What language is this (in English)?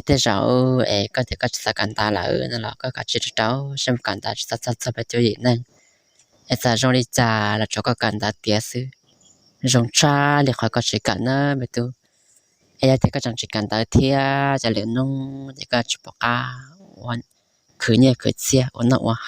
Hmong